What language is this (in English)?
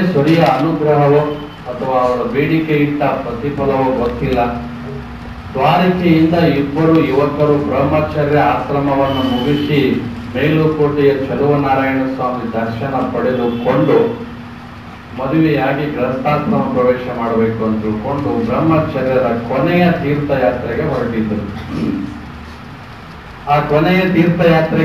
Kannada